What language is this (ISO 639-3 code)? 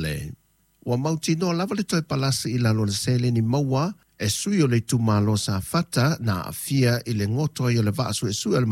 smo